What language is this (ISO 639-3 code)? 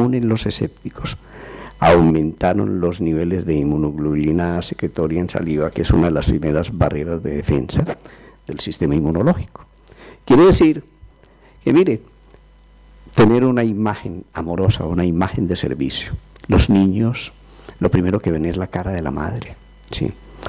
spa